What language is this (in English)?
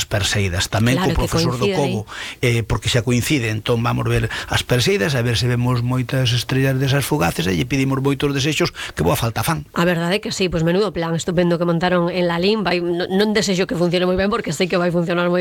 Galician